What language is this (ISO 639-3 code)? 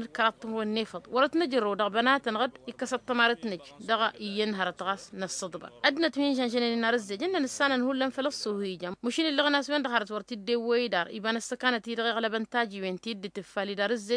taq